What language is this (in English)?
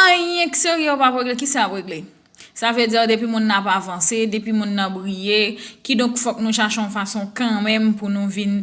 Haitian Creole